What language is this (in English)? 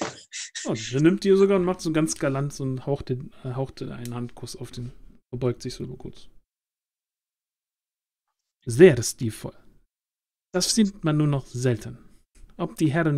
German